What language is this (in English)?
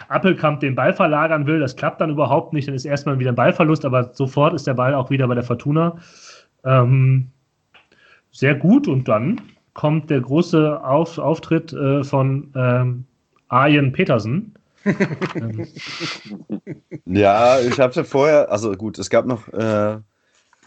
German